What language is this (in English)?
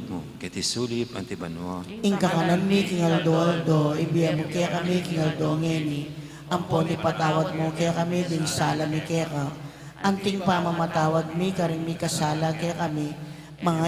Pampanga